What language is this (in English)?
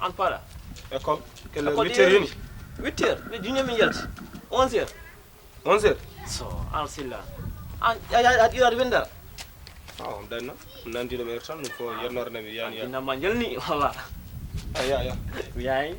Fula